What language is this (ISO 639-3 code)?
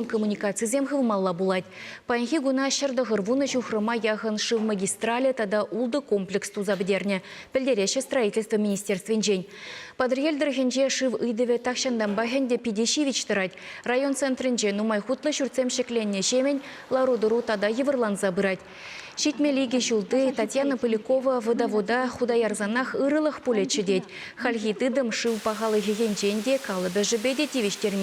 chv